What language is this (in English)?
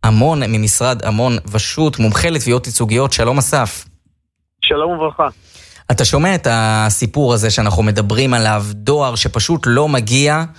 Hebrew